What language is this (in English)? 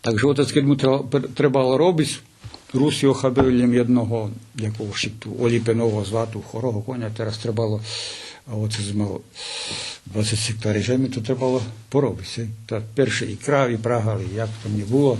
Rusyn